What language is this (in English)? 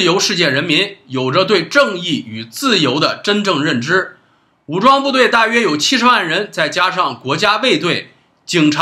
Chinese